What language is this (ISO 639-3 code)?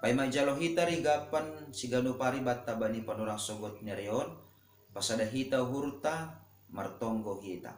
bts